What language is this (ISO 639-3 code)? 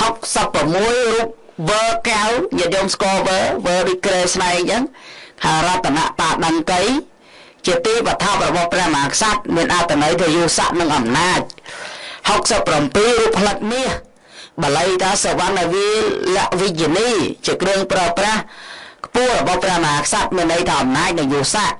khm